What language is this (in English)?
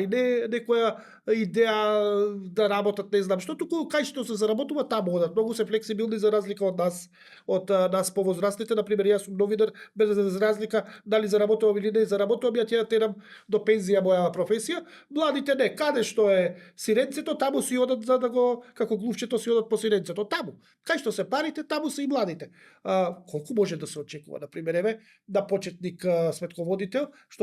Macedonian